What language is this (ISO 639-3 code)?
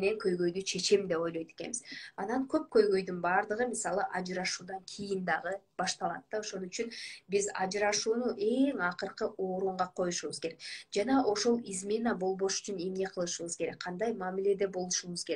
kir